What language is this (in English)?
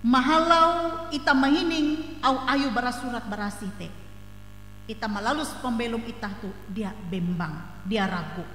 Ngaju